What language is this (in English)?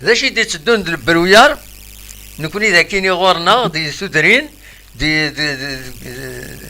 Kabyle